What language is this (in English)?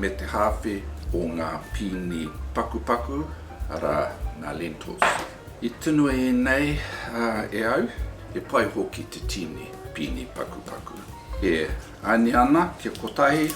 Māori